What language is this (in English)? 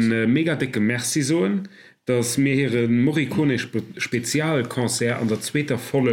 Luxembourgish